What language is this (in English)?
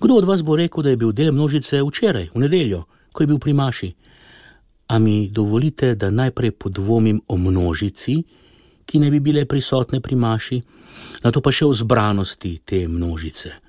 Slovenian